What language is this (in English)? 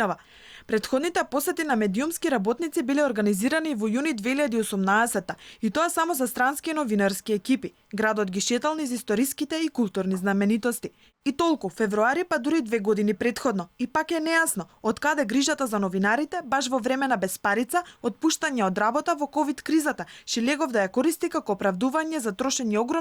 Macedonian